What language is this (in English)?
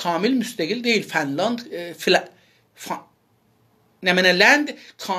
South Azerbaijani